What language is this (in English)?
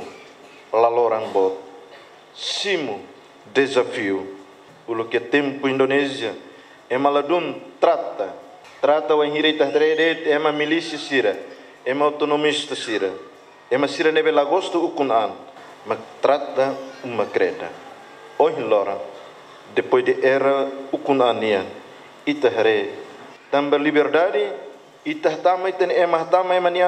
Tetum